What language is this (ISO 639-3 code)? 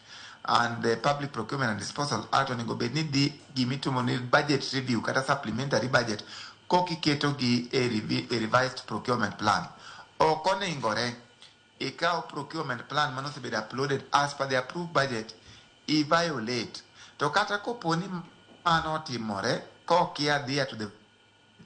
luo